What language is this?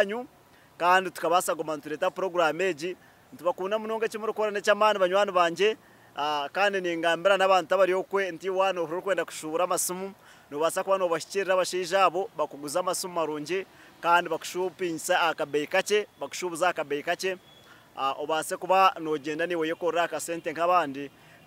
Nyankole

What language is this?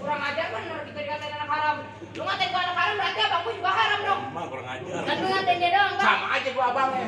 Betawi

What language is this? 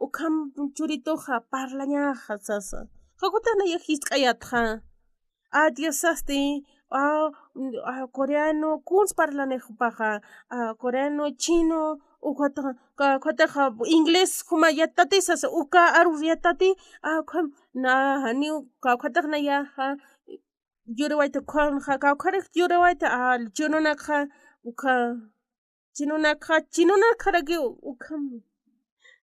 Aymara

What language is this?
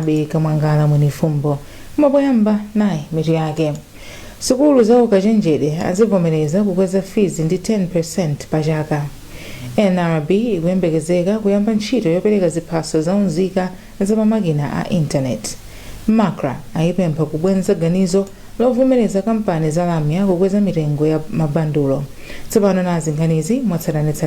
Nyanja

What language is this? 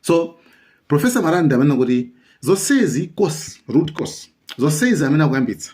Nyanja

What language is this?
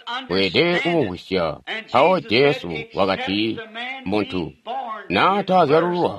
Tonga (Zambia)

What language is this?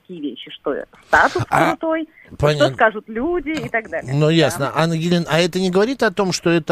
Russian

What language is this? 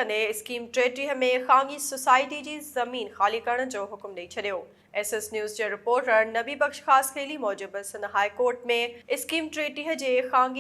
Sindhi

